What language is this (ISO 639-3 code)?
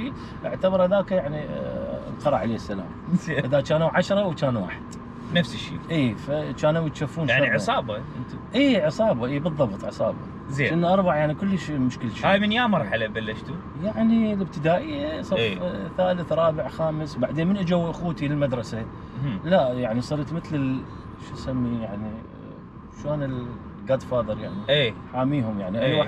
acm